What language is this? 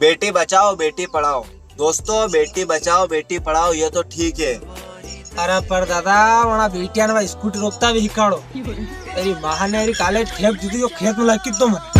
Rajasthani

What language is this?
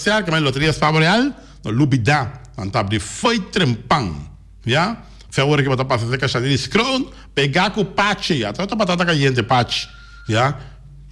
Papiamento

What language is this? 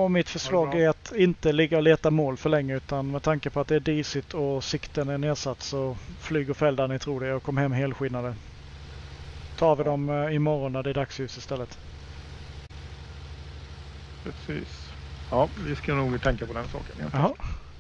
Swedish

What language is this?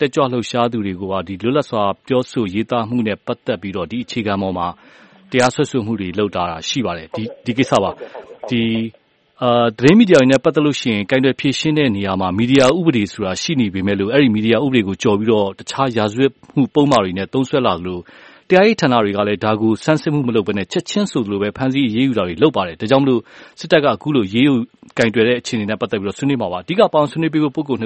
Burmese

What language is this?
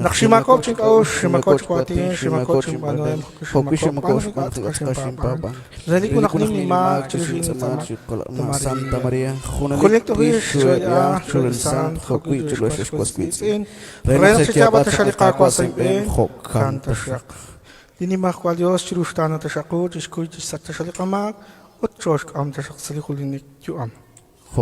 Kekchí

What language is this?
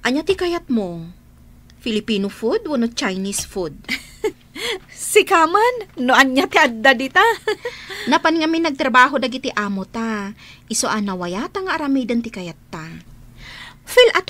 Iloko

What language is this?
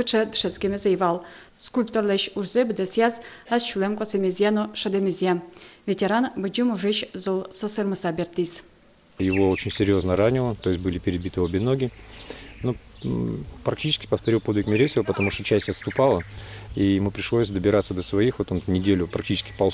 Udmurt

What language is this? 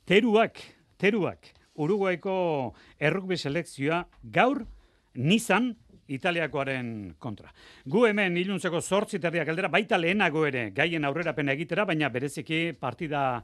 Basque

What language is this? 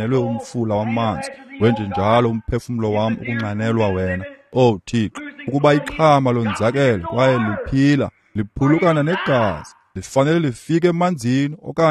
Xhosa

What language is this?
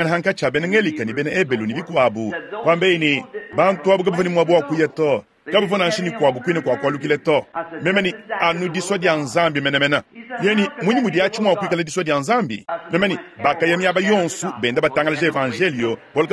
Luba-Lulua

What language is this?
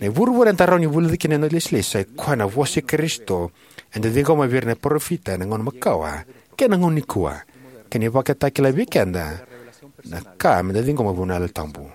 Fijian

